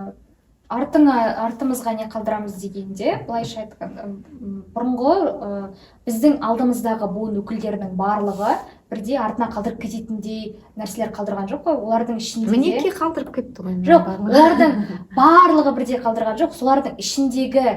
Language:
Kazakh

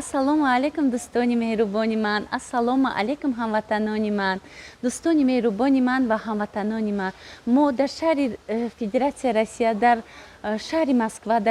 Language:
Tajik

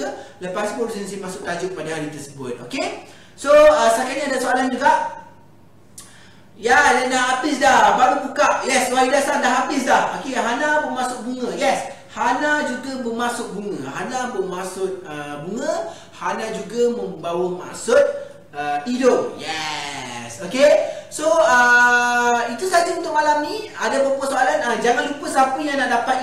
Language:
Malay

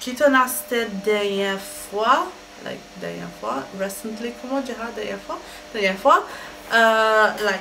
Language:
Morisyen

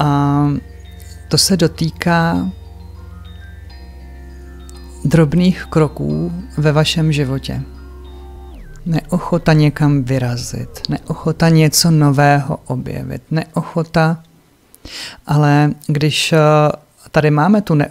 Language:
Czech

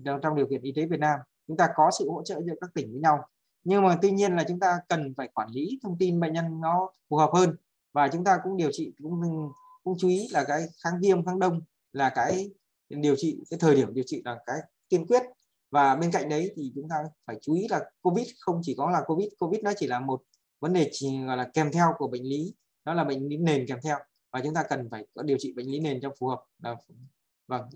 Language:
Vietnamese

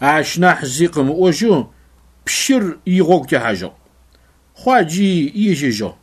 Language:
Adyghe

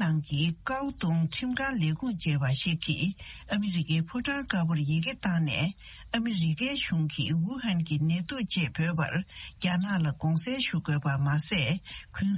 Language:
Tibetan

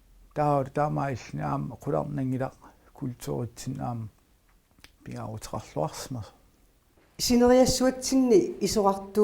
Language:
Kalaallisut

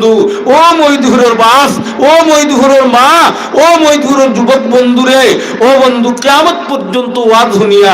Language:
Sylheti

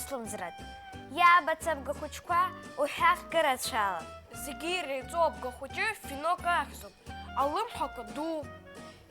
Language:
Abkhazian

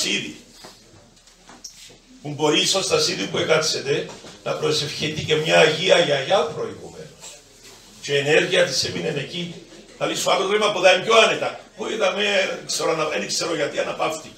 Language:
Greek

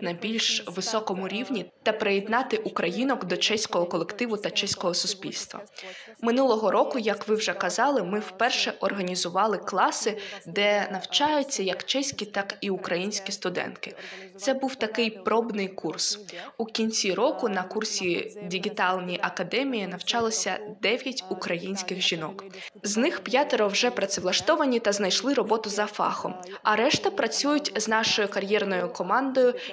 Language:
Ukrainian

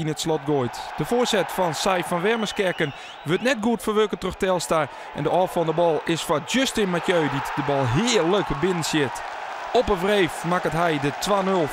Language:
Western Frisian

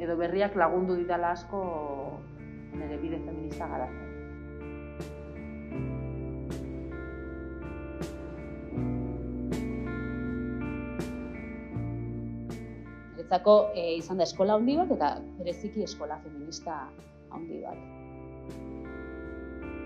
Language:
Basque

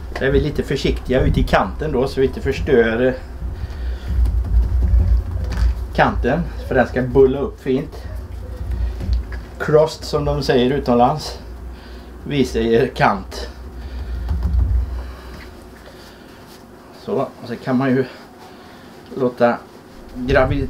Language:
Swedish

